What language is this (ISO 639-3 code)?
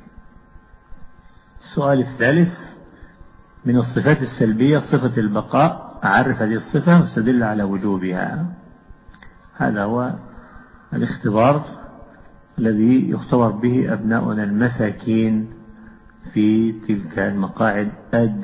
ara